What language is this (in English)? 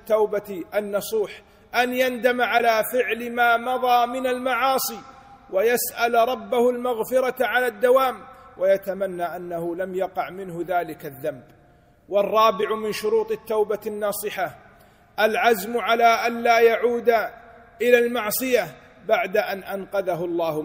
Arabic